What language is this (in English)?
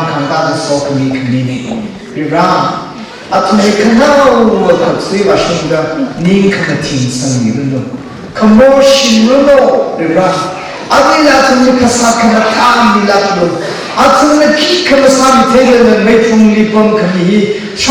Tangkhul Naga (India)